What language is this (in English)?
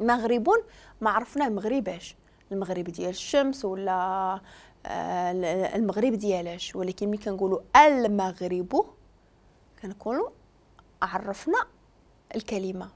Moroccan Arabic